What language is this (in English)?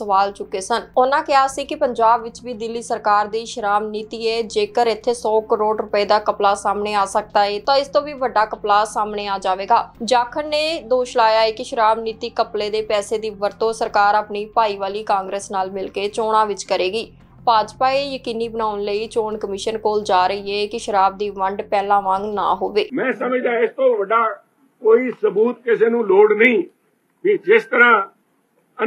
Punjabi